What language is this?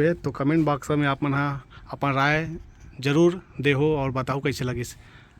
Chhattisgarhi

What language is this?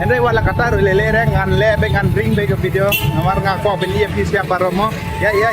Khasi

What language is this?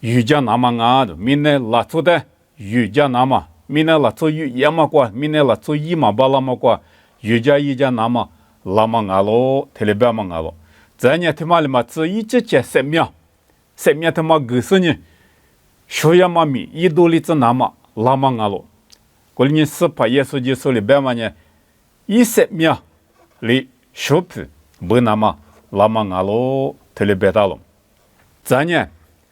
Lisu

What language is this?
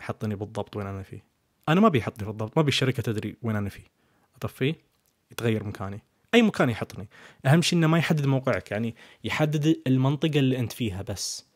Najdi Arabic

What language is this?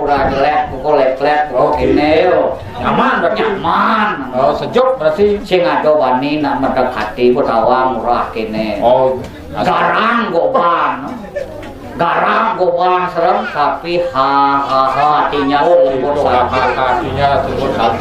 Balinese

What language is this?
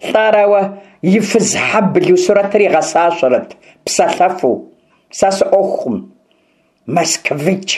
Kabardian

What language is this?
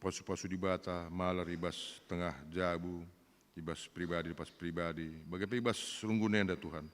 Batak Karo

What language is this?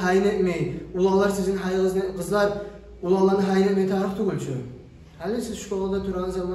Kumyk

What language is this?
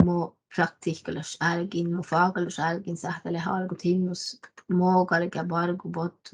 Northern Sami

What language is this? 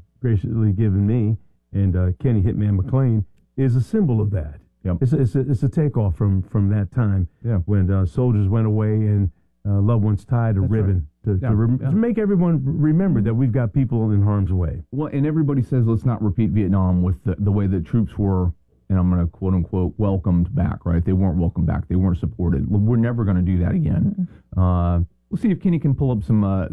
English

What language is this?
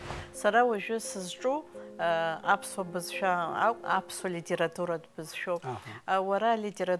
Abkhazian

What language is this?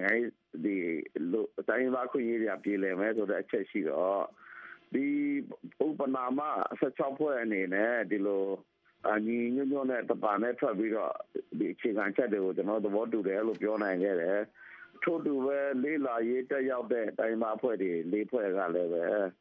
Burmese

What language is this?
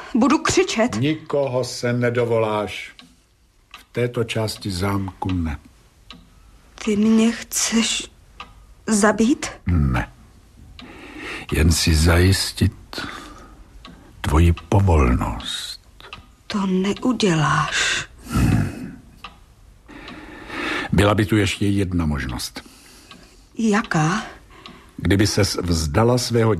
Czech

